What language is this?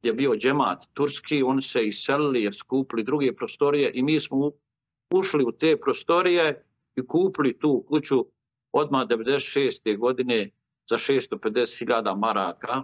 Bosnian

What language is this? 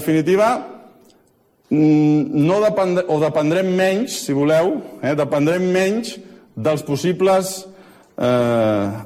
Catalan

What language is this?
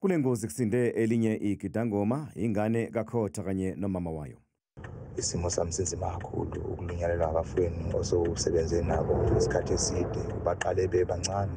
Zulu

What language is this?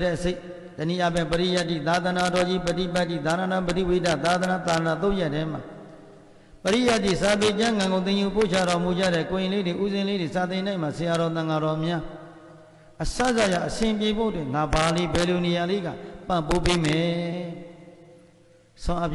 Burmese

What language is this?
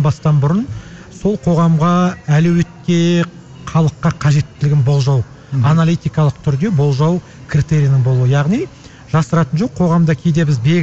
Kazakh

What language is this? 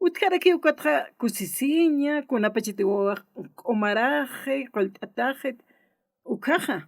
Aymara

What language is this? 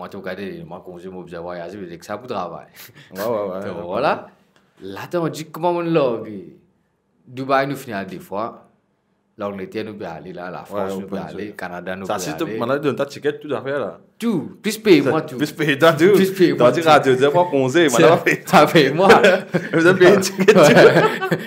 Morisyen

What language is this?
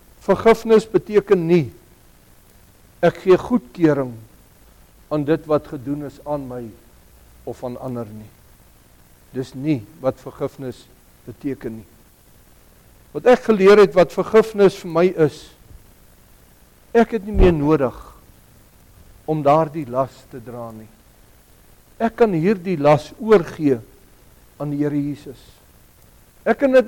Afrikaans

